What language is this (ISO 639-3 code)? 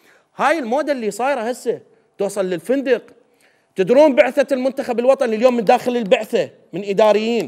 acm